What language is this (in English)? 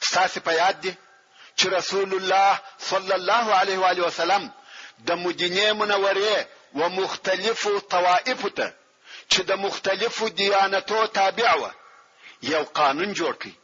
Pashto